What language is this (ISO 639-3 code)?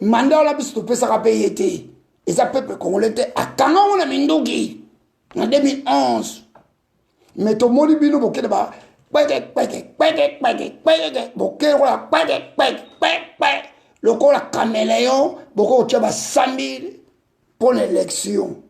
lin